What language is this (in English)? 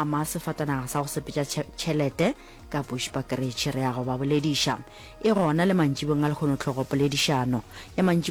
Northern Sotho